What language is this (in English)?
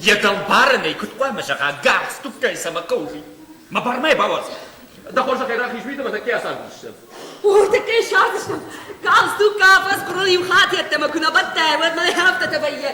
Ossetic